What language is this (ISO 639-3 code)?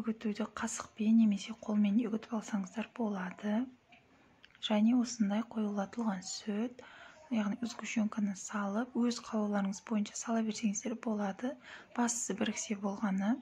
kaz